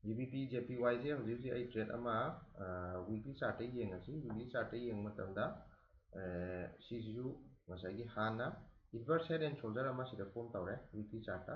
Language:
Manipuri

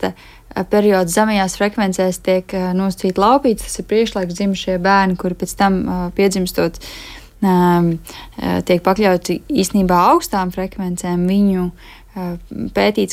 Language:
Latvian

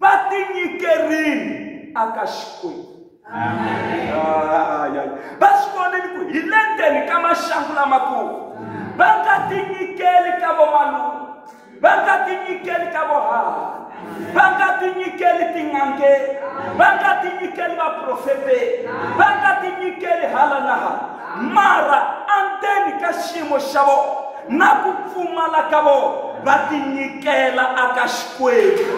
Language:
Tsonga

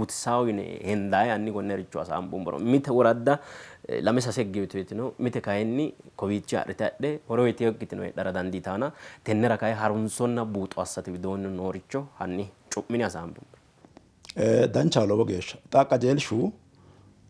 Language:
Sidamo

